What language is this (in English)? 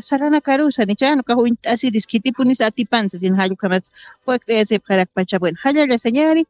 Aymara